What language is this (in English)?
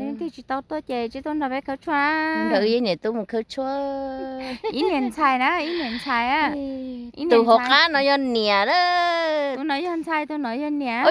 Hmong